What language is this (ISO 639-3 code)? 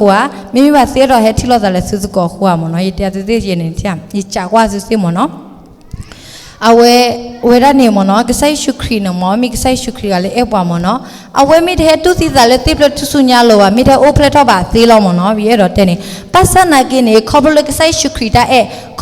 ksw